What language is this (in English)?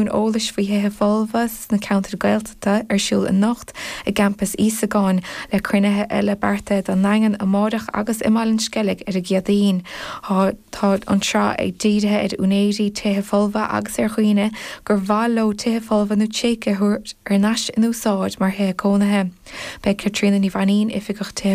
Irish